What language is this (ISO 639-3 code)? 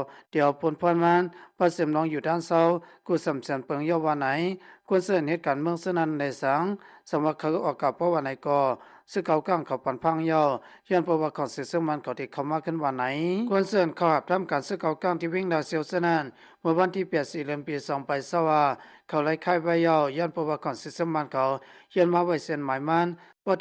shn